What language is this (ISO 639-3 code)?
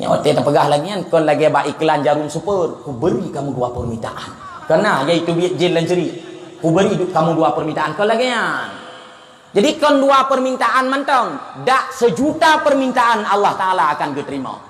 ace